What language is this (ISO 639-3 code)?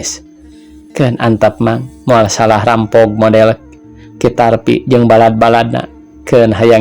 sun